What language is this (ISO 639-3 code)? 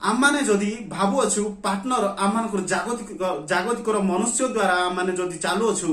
ori